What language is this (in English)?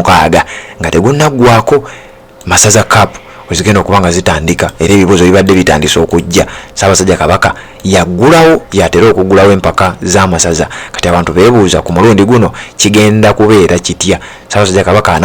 Ganda